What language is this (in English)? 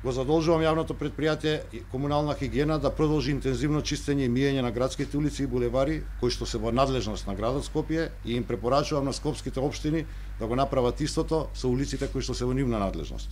Macedonian